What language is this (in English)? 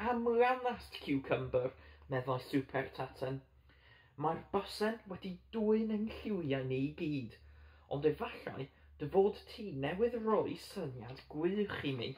Welsh